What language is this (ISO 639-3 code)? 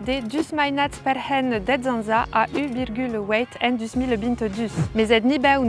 oci